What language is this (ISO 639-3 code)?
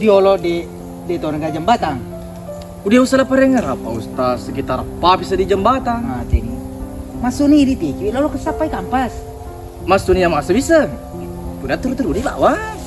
bug